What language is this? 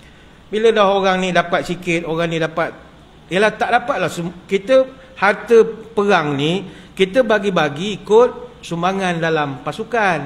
Malay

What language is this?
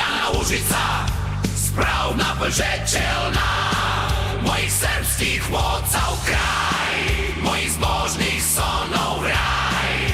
Upper Sorbian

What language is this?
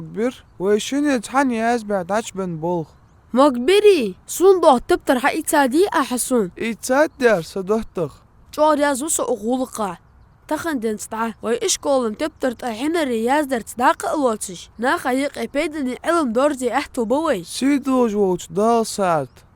Ingush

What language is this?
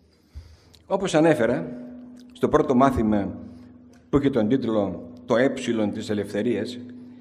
Greek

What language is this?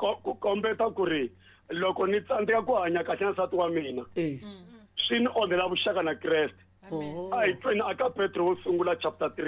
Tsonga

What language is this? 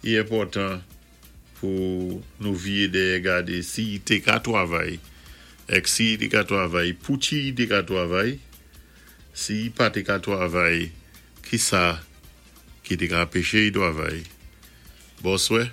Saint Lucian Creole French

